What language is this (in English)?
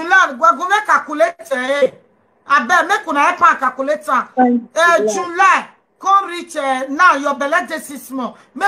Nigerian Pidgin